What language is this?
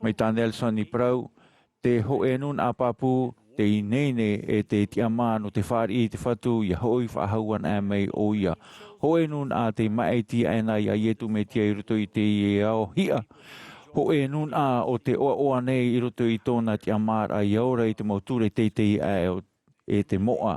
Tahitian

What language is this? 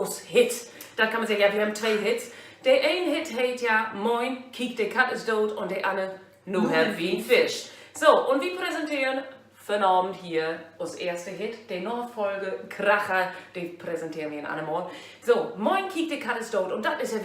Low German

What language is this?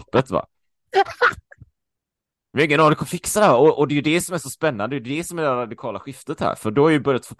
Swedish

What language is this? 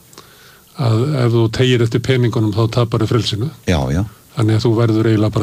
Icelandic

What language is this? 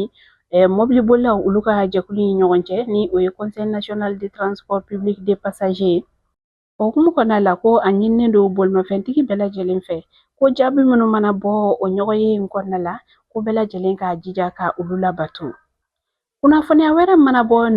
Bambara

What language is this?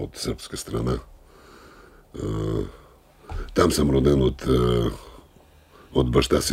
Bulgarian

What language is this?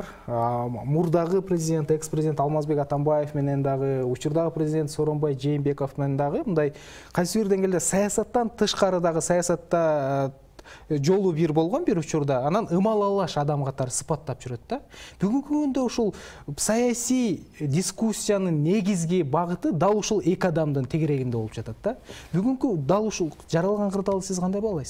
Kyrgyz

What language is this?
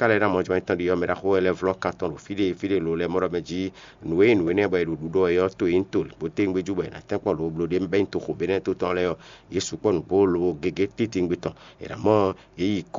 Fon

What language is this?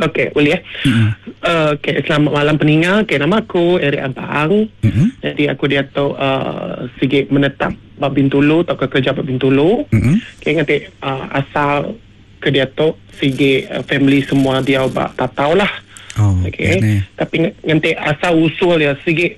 Iban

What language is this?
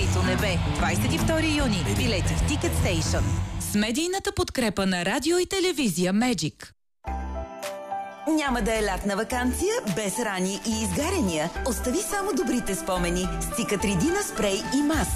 Bulgarian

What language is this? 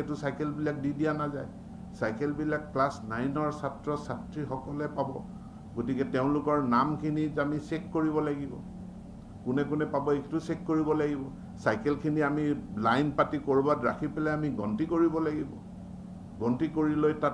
Assamese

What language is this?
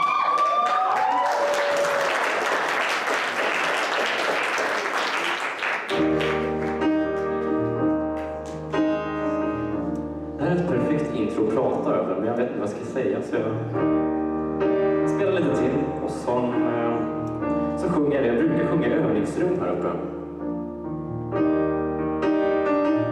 Swedish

